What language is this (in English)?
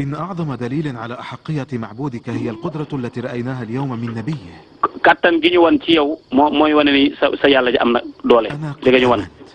Wolof